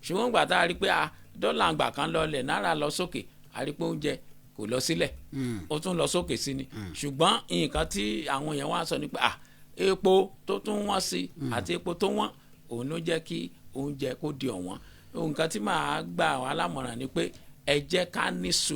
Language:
Yoruba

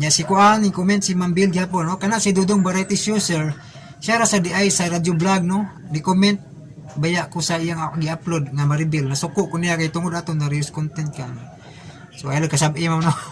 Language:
Cebuano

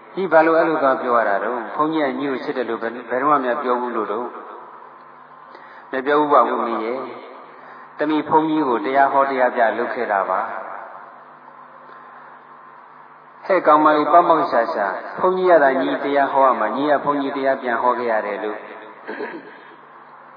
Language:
Burmese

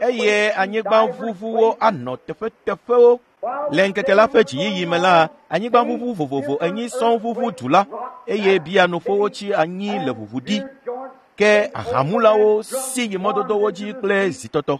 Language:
Ewe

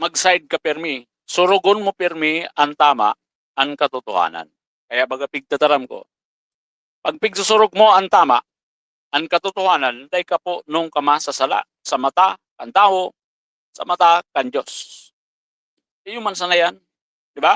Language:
Bikol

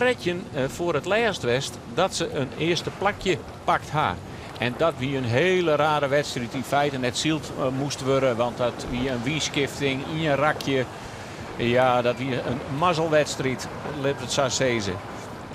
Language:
Western Frisian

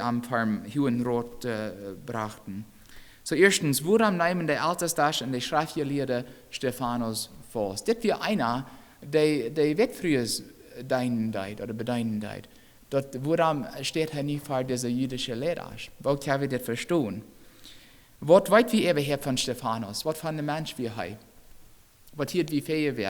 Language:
Plautdietsch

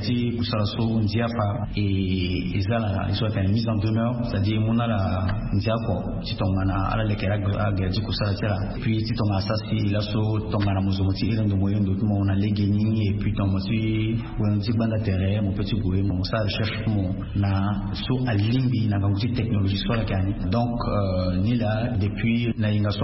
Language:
Sango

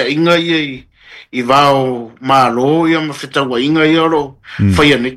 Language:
Samoan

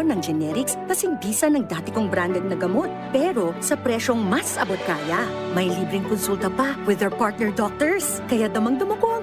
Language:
Bikol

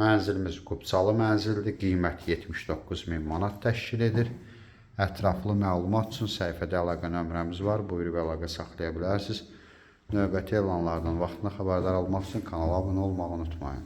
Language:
Azerbaijani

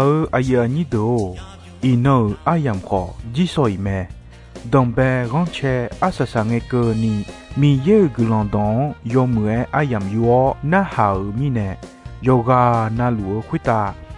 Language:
Akha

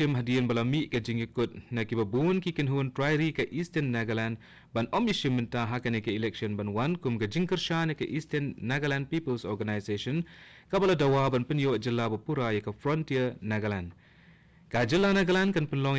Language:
Khasi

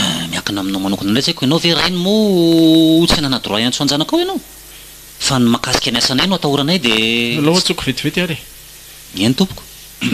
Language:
Malagasy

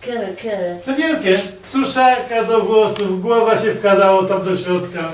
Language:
Silesian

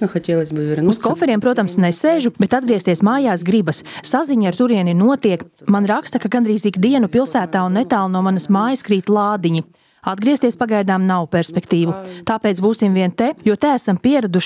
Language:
Latvian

